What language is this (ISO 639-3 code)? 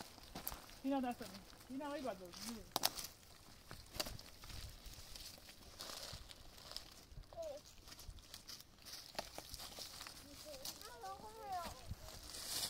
fas